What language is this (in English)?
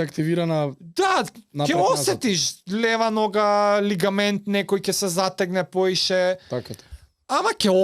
Macedonian